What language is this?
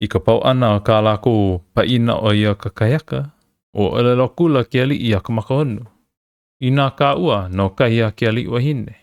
Hawaiian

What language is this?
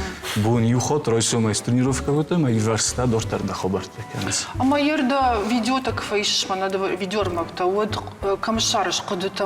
Ossetic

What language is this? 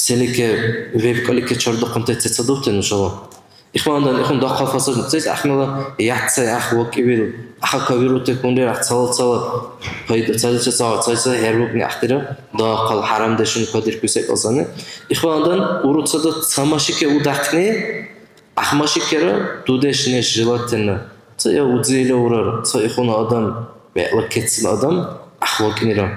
Dargwa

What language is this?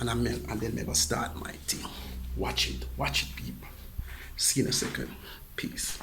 Jamaican Creole English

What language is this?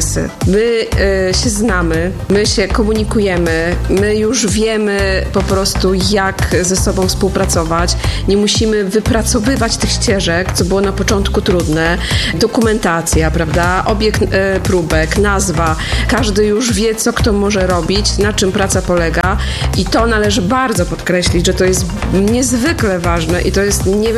Polish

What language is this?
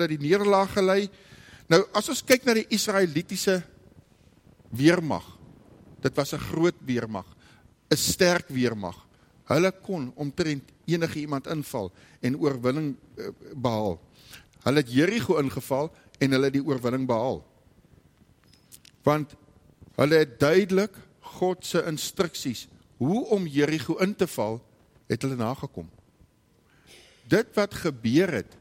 Afrikaans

